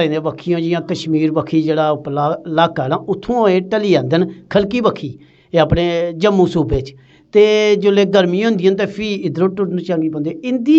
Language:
Dogri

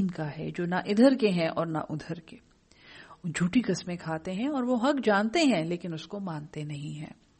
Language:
Urdu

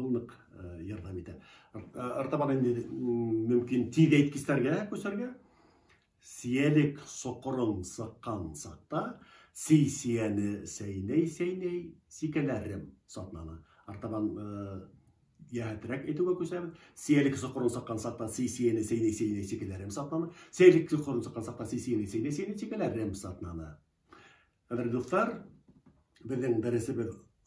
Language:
Bashkir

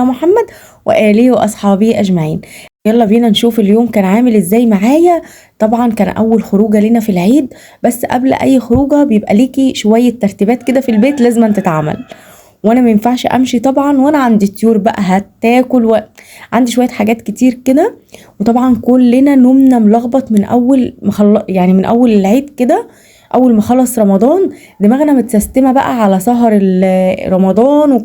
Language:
Egyptian Arabic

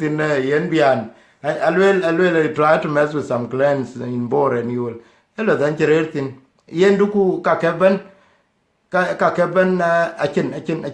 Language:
Dinka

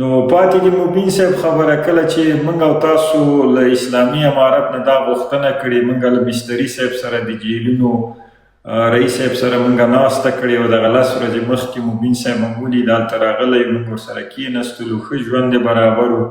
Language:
Pashto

